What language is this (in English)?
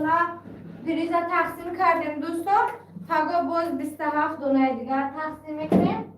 Tajik